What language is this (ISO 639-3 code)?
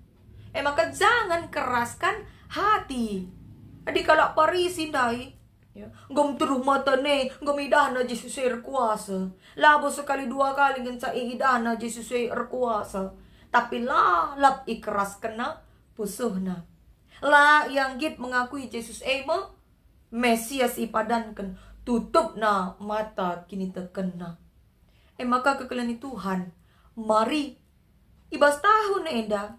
btx